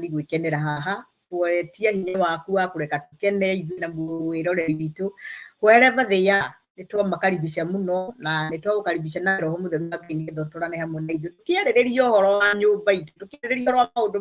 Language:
Kikuyu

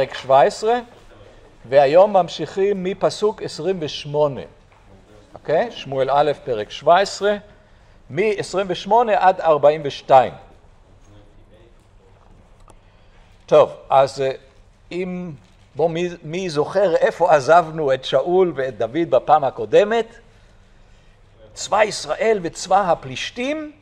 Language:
Hebrew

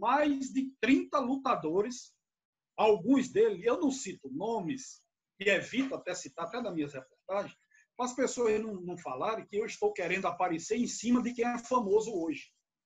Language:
Portuguese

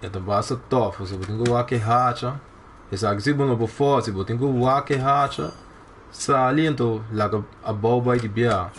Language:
Papiamento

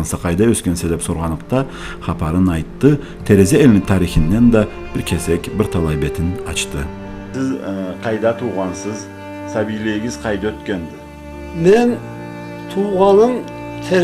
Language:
Karachay-Balkar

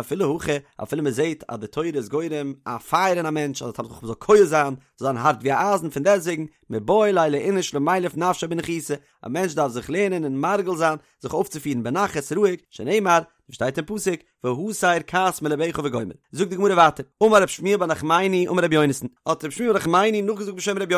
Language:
Yiddish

